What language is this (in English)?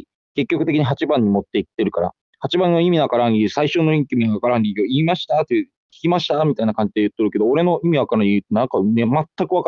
Japanese